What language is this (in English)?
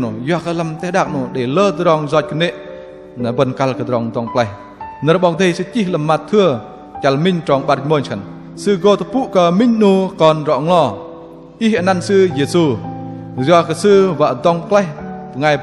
Bahnar